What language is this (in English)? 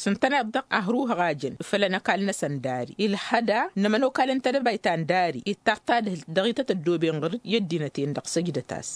Tamasheq